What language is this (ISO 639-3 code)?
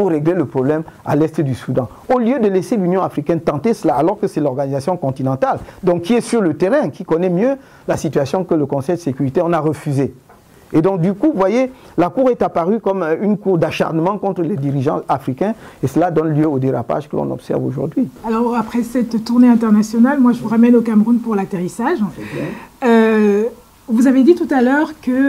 fra